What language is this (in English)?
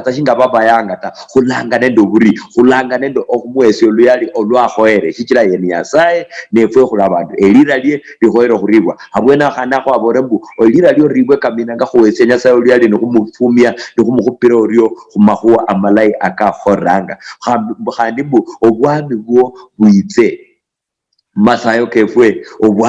Luyia